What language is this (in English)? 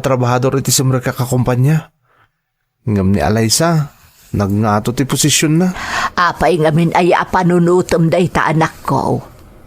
Iloko